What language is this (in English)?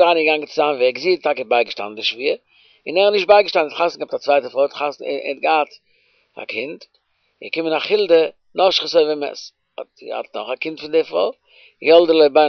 Yiddish